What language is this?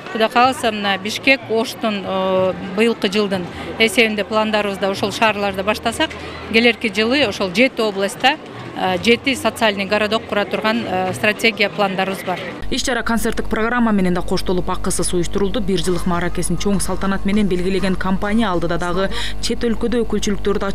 Kyrgyz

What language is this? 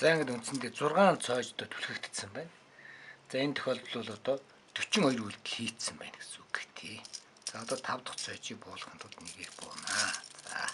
Mongolian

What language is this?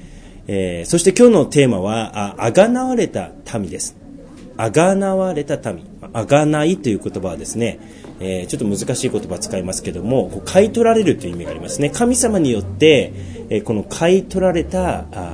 Japanese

